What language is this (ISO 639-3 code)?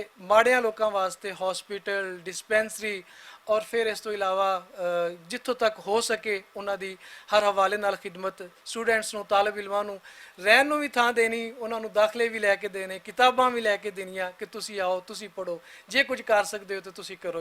lah